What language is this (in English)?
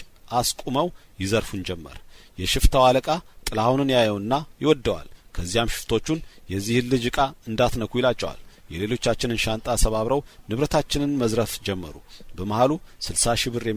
Amharic